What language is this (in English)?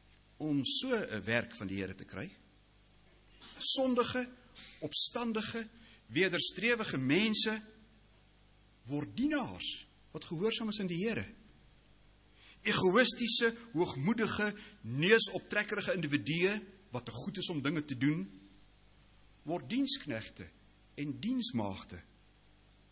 Afrikaans